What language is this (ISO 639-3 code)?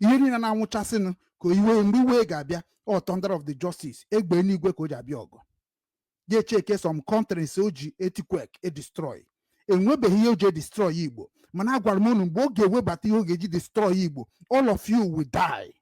ibo